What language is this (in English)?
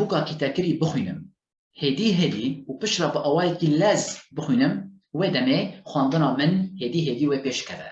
Kurdish